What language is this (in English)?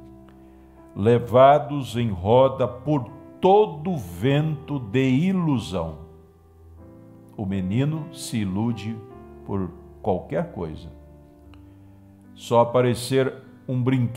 Portuguese